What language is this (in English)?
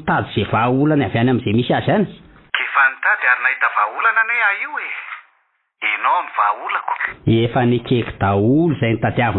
Malagasy